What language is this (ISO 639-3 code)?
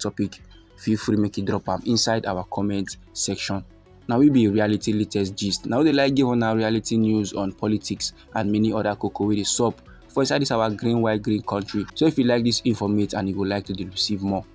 pcm